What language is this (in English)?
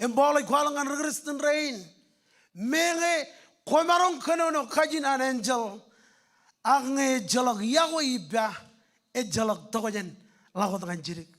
Marshallese